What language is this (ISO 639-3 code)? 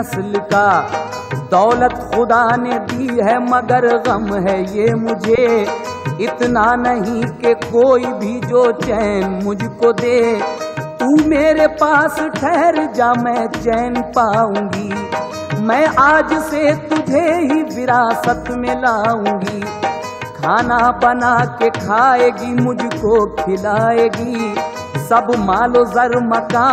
hin